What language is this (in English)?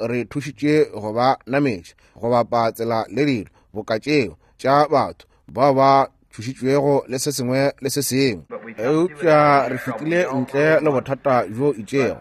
Northern Sotho